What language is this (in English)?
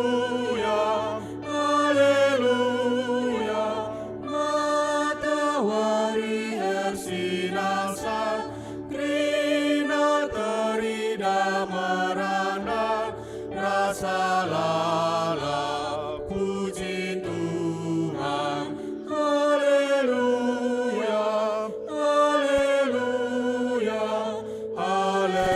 Batak Karo